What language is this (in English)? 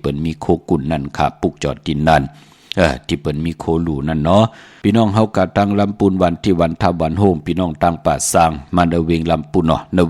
Shan